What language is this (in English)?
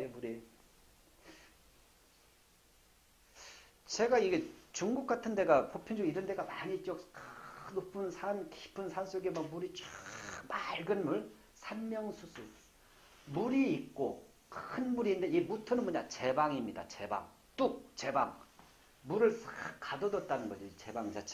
Korean